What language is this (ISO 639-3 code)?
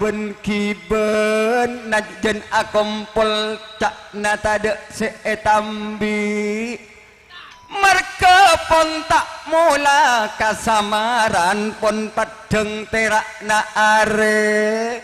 mad